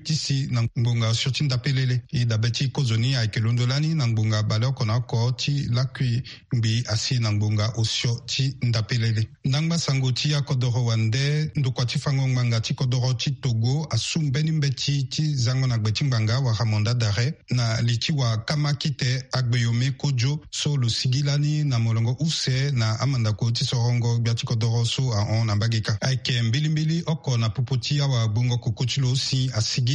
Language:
Sango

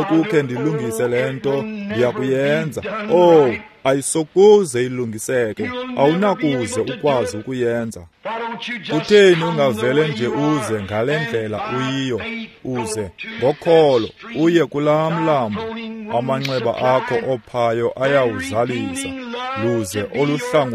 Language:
Xhosa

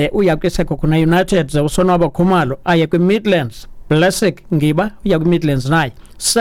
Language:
Xhosa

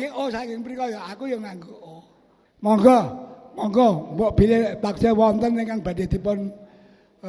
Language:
Javanese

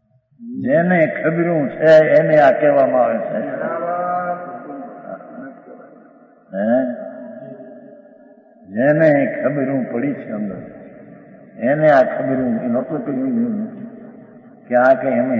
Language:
Gujarati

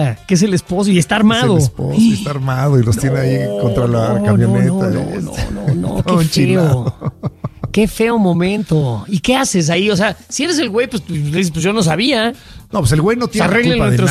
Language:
Spanish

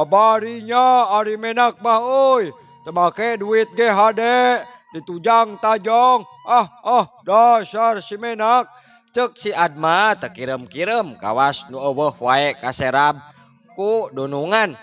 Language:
Sundanese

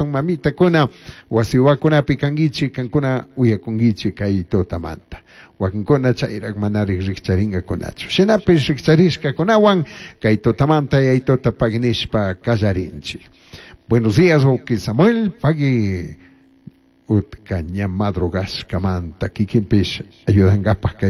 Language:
Chimborazo Highland Quichua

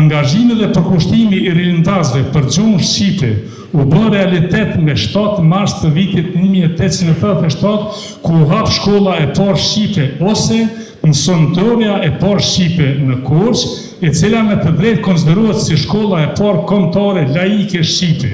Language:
Albanian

